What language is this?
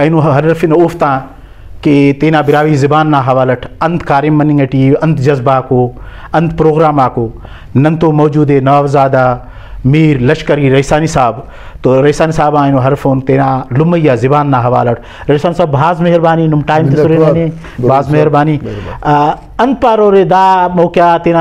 Brahui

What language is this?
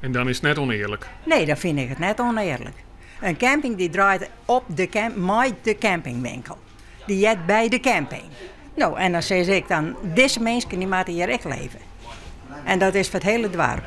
Western Frisian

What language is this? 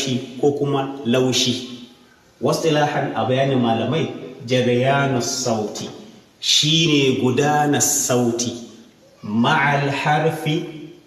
Hausa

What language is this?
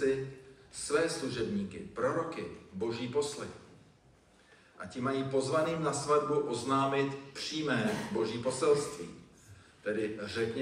Czech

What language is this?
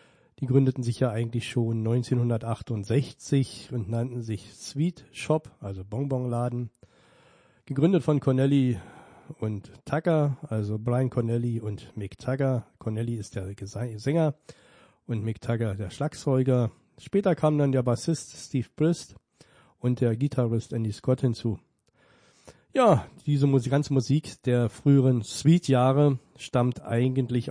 German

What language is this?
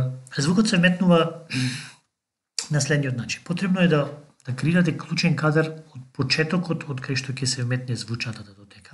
Macedonian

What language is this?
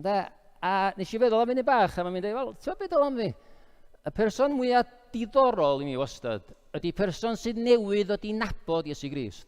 Welsh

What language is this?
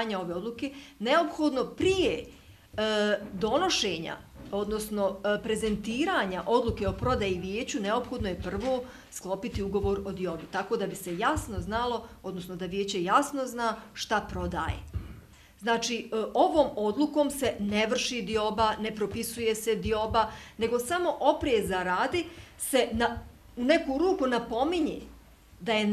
Bosnian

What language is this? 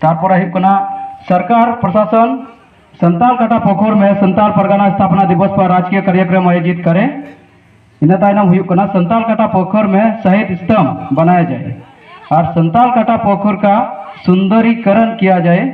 Santali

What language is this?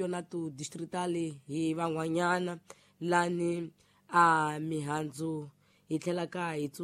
Tsonga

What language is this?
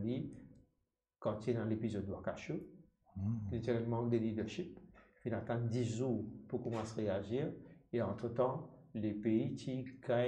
Morisyen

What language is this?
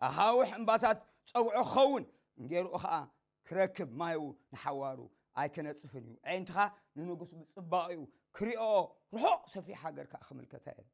Tigrinya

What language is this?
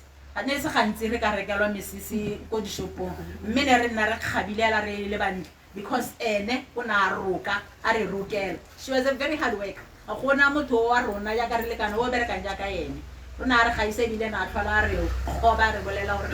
Tswana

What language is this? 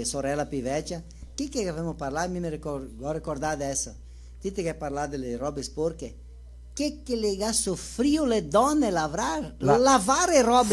Venetian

